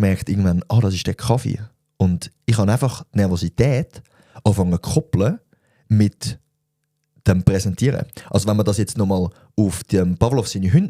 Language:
Swiss German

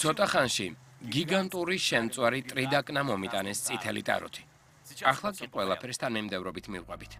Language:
Georgian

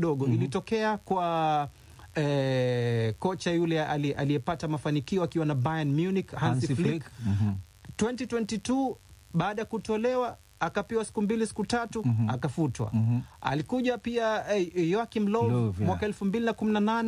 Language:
Swahili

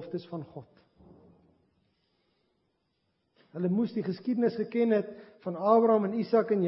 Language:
Afrikaans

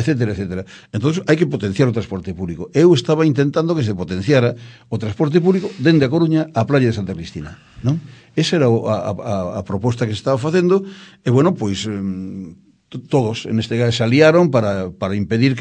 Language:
Galician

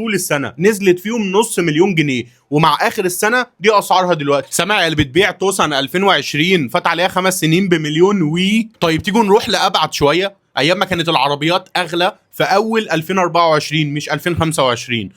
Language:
Egyptian Arabic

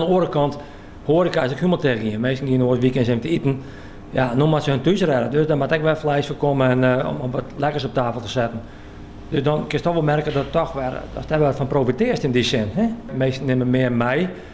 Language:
Western Frisian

